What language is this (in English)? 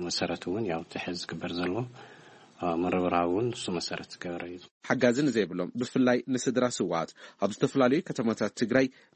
Tigrinya